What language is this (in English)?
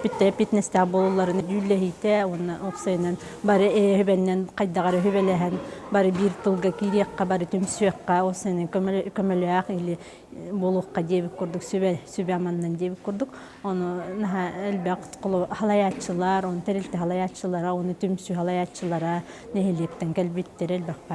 Yakut